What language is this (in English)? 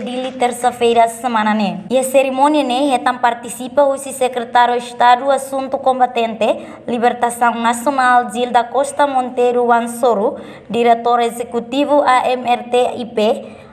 Tetum